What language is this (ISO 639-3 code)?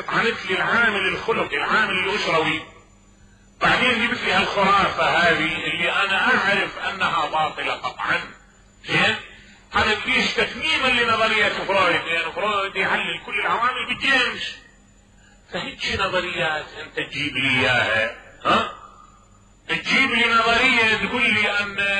acm